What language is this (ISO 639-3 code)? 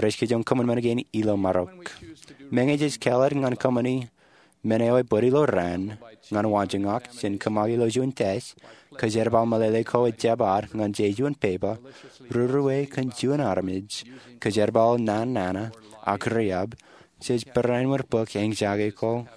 mah